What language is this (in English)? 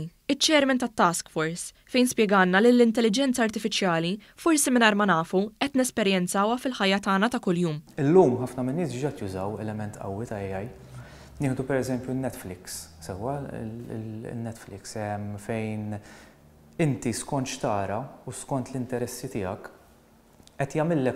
Maltese